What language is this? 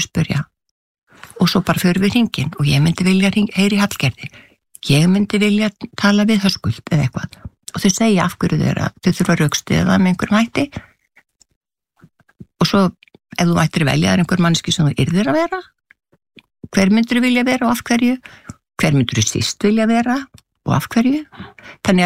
Icelandic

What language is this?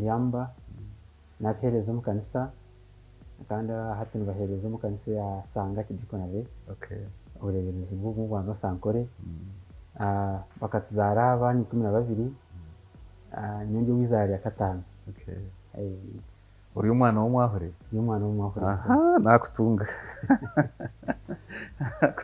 Kinyarwanda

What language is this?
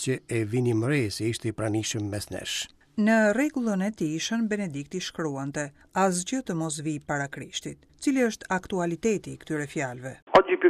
Albanian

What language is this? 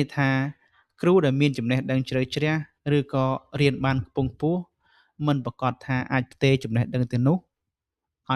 Khmer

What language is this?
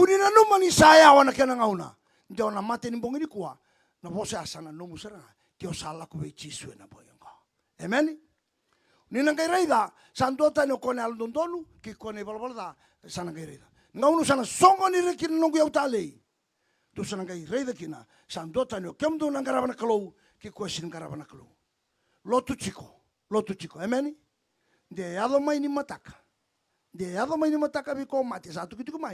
Fijian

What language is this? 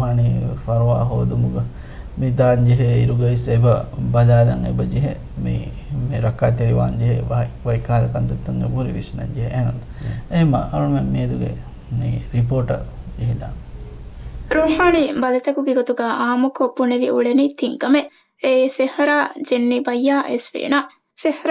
Divehi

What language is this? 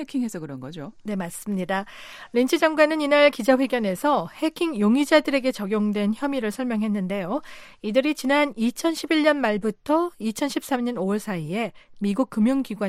Korean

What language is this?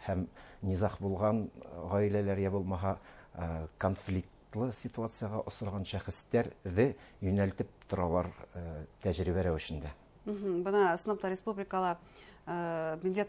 Bashkir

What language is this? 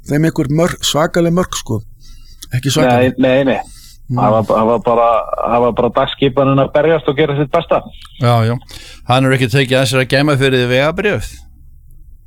Icelandic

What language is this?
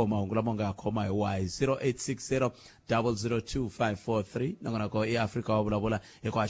Tsonga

